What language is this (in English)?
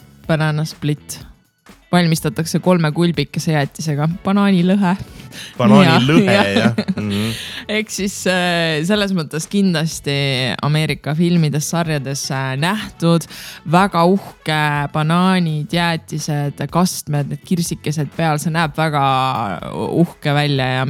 Estonian